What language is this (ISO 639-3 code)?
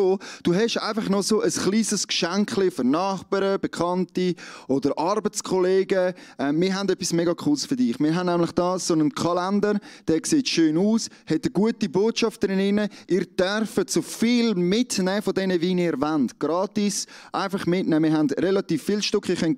gsw